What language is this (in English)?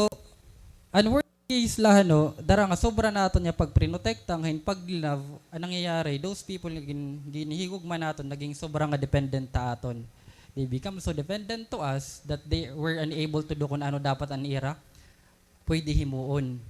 Waray